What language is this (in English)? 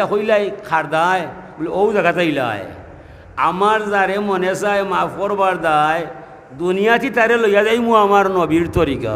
Sylheti